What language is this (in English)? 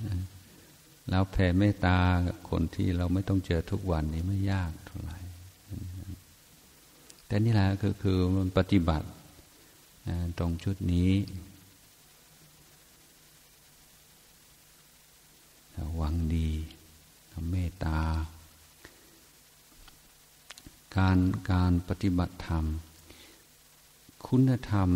Thai